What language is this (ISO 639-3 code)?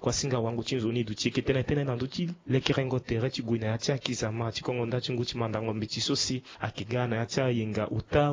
sag